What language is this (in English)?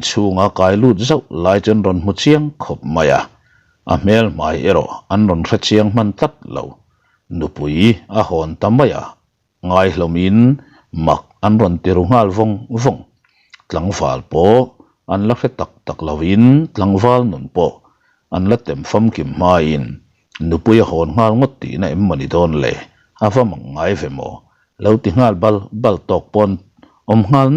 Mizo